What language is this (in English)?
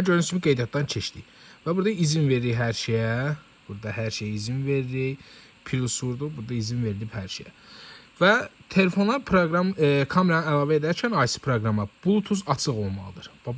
Azerbaijani